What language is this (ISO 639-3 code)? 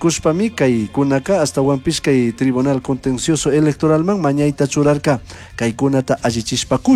qug